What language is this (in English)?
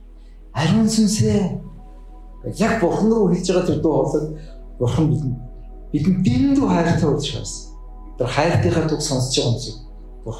Mongolian